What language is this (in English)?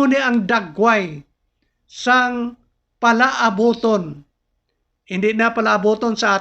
Hiligaynon